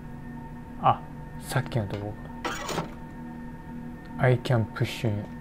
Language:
Japanese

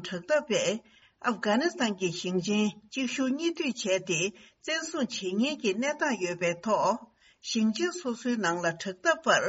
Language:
Tibetan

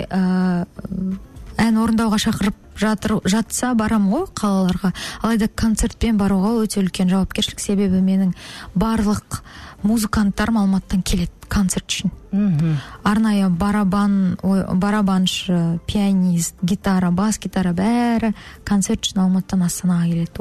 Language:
Kazakh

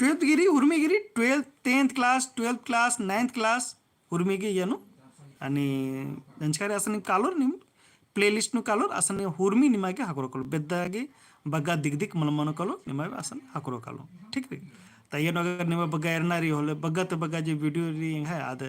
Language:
Kurukh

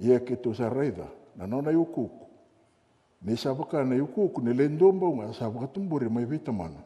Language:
Fijian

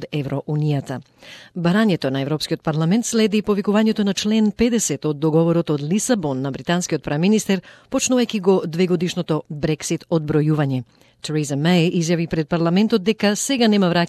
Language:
Macedonian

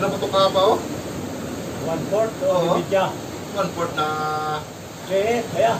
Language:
Filipino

